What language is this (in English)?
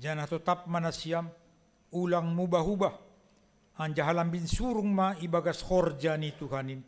Batak Simalungun